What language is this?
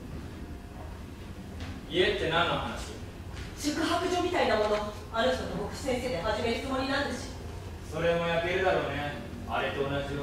Japanese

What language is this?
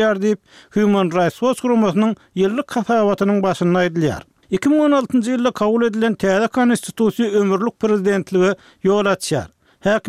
Turkmen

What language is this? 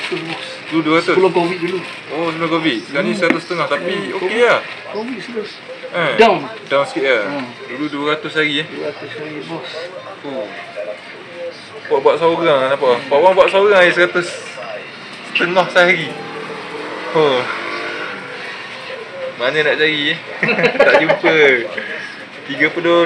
Malay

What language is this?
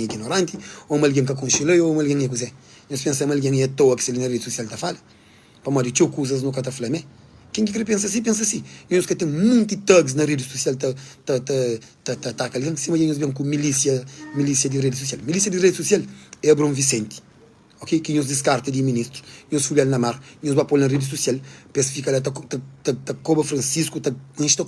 Kabuverdianu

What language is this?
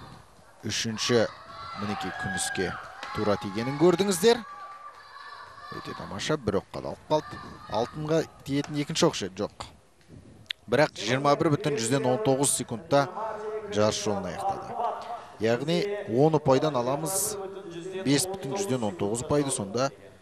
Kazakh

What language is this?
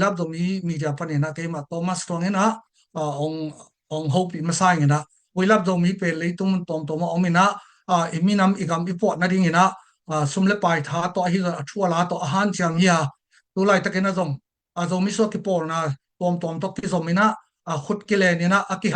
Tedim Chin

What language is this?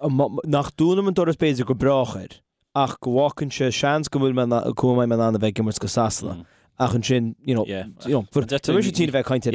Irish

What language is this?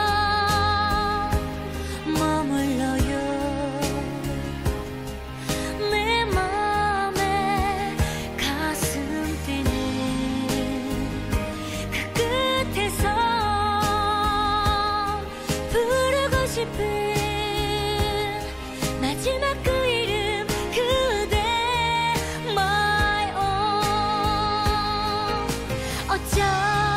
Korean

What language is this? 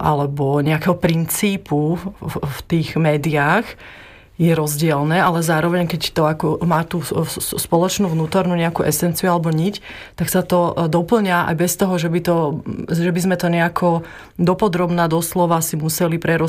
Slovak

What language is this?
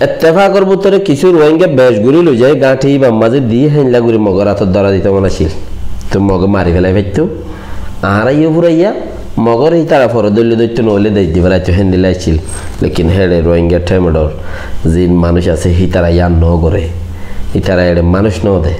Rohingya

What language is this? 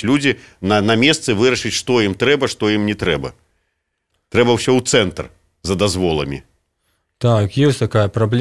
Belarusian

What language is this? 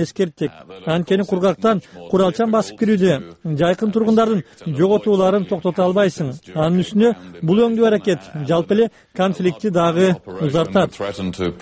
Kyrgyz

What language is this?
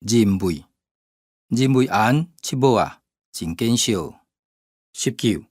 Hakka Chinese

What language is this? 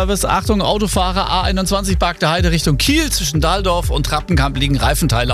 German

